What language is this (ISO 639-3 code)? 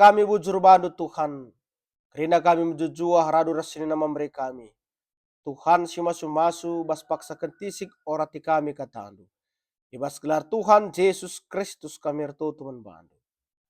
btx